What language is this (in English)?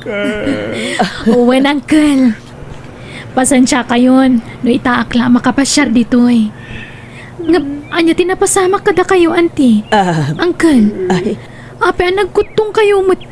Iloko